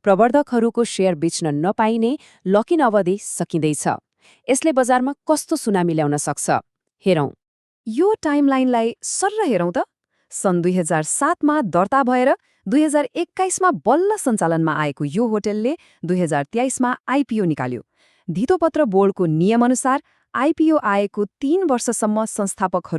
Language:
Nepali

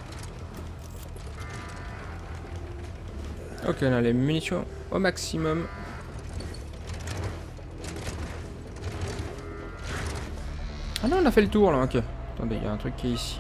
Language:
French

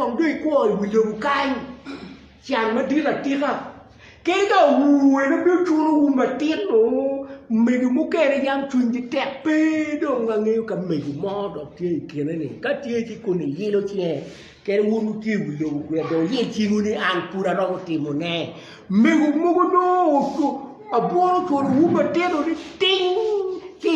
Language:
Acoli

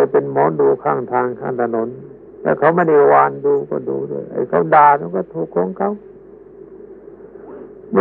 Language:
Thai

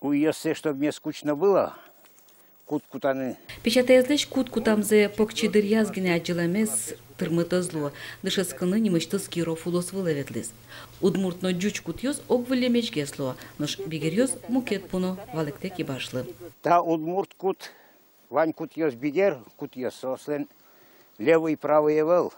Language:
Udmurt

